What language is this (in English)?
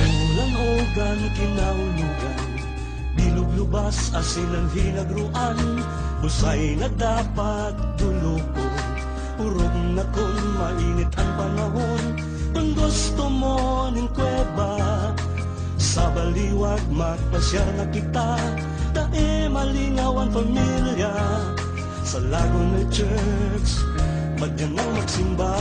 Bikol